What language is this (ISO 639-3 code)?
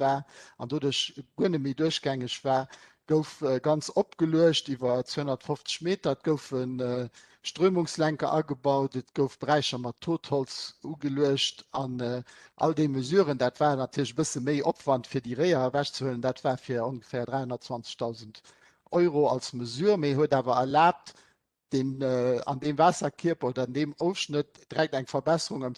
ltz